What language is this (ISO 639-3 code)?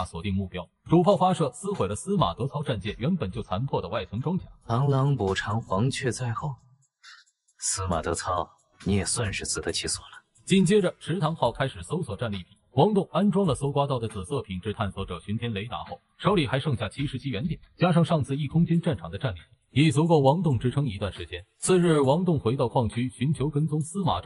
zho